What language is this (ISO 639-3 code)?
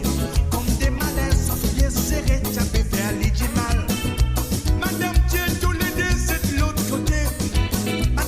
mfe